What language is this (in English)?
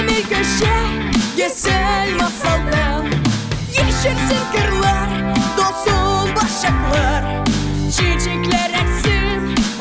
Gagauz